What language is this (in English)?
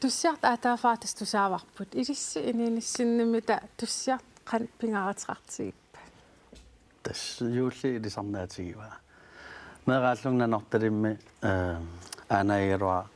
Kalaallisut